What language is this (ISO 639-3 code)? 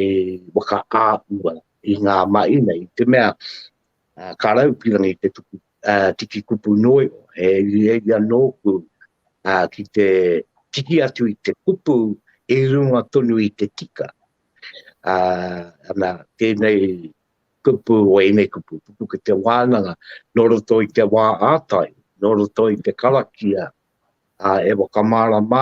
mri